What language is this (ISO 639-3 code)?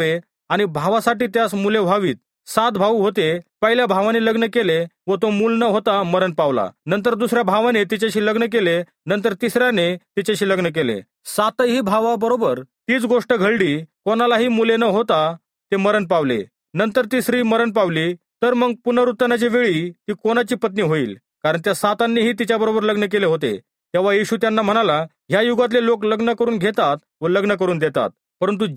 mar